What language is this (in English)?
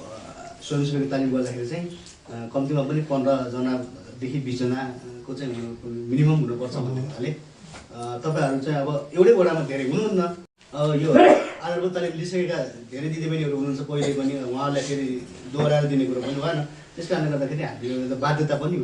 Nepali